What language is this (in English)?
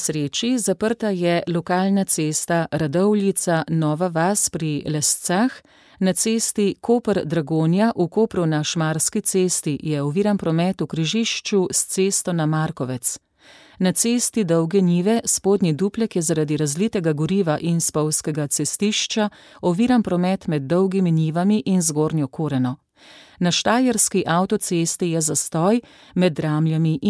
Slovenian